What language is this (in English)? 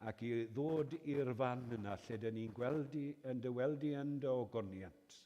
Welsh